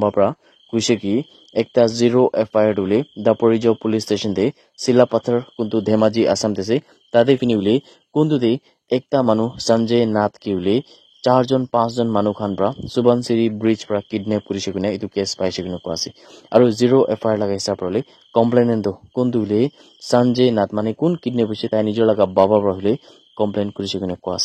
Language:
Naga Pidgin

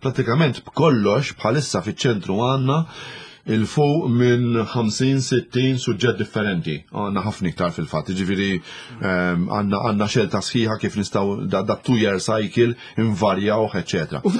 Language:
Maltese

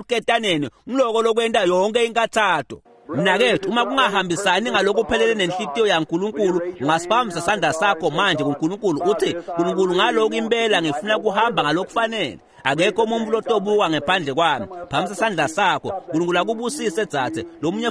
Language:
Swati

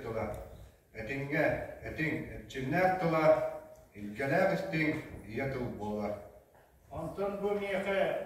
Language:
Yakut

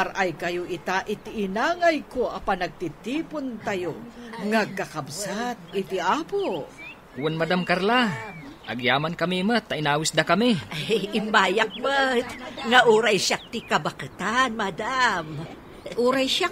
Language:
Iloko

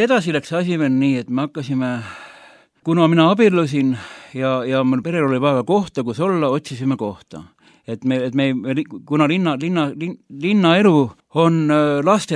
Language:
Estonian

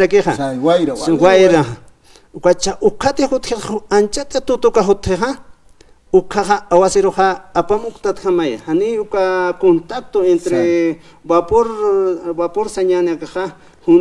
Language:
Aymara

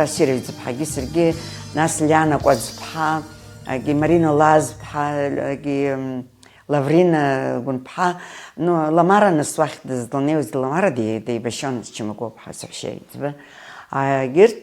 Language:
Abkhazian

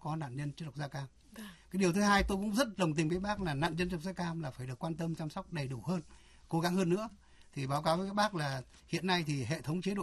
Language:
Vietnamese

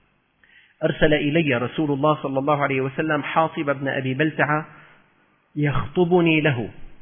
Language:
Arabic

